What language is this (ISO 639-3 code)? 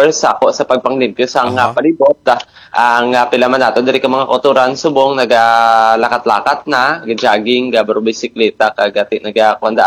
hil